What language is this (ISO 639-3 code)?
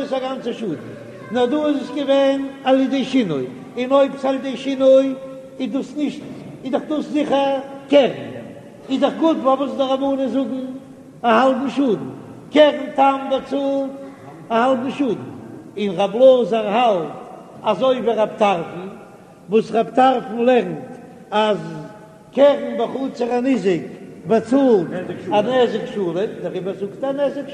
yid